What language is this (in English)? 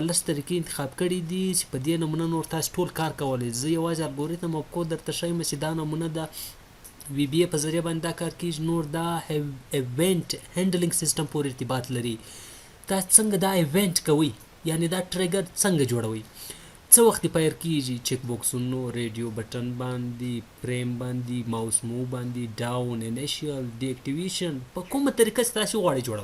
Pashto